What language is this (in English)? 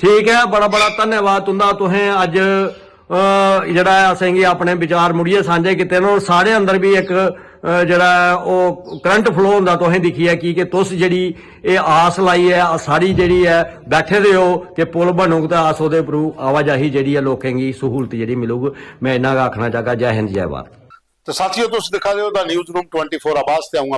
Dogri